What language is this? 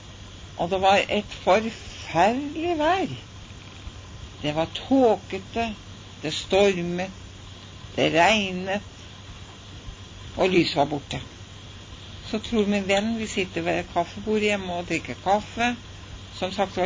Norwegian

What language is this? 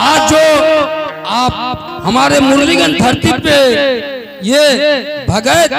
Angika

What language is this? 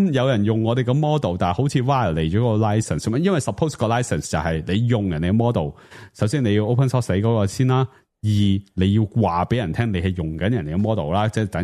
Cantonese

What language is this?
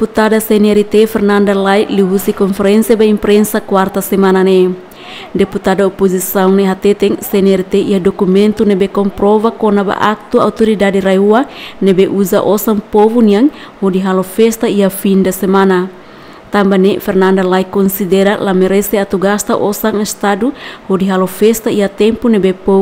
Tetum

